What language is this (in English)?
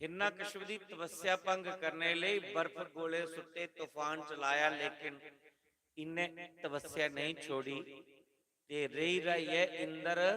Dogri